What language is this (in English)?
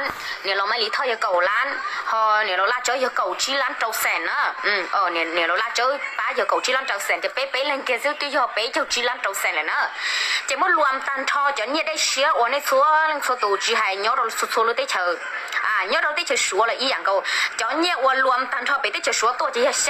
Hmong